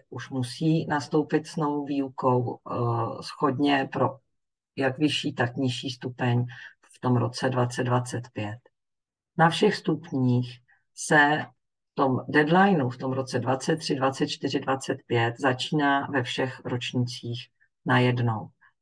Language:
Czech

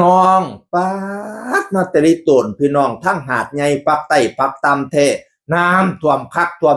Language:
Northeastern Thai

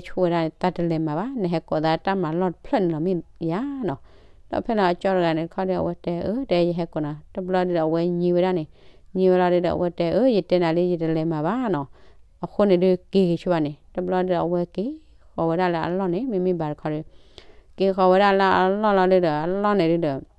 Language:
S'gaw Karen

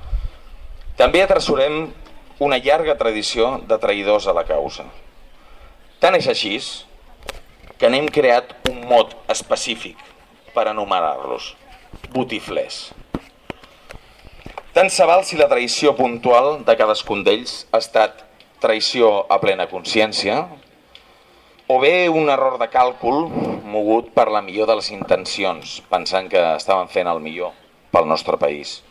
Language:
Catalan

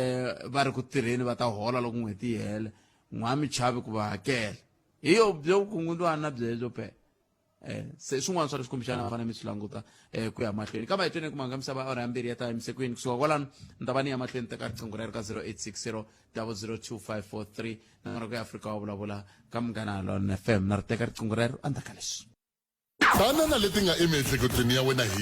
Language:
Tsonga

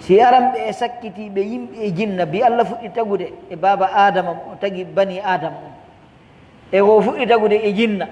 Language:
Pular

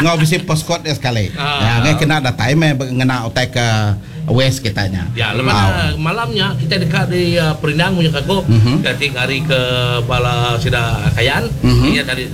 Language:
Iban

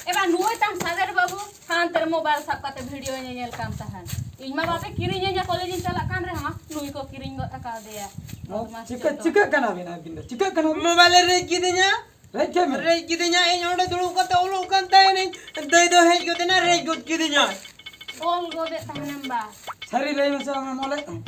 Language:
Santali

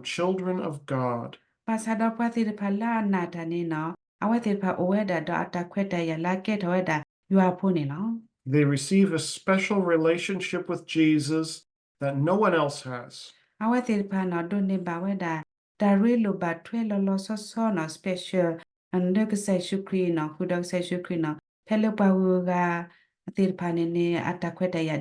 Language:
S'gaw Karen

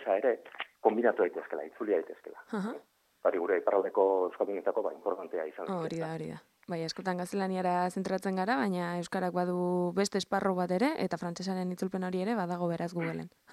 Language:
Basque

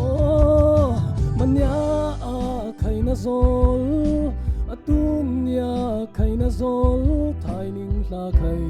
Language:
Falam Chin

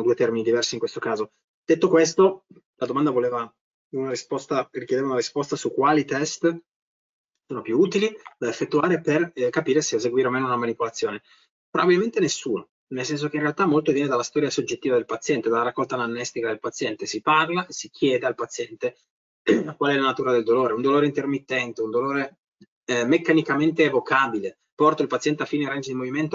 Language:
Italian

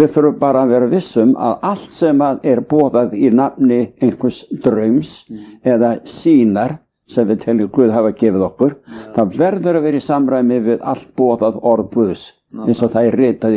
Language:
Icelandic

